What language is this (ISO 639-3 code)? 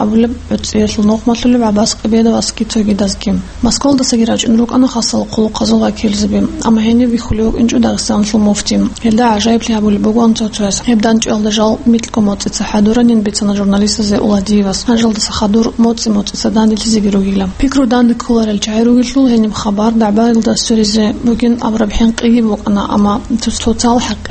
ava